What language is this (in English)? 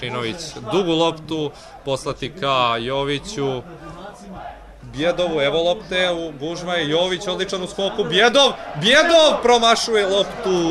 Serbian